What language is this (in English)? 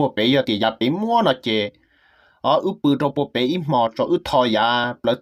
Hmong